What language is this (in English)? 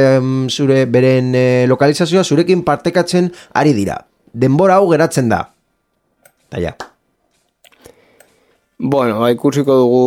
Basque